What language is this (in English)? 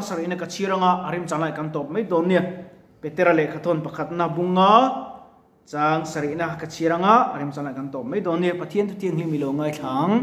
Mizo